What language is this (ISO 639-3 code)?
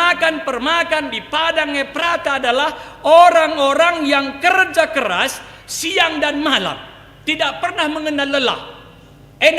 btx